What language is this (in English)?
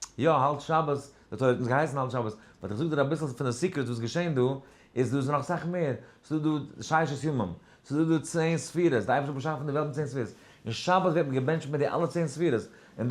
Yiddish